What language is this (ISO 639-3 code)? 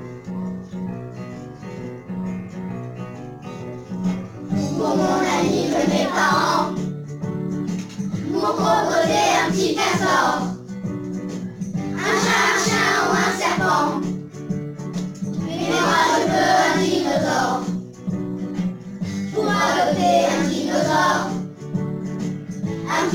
fra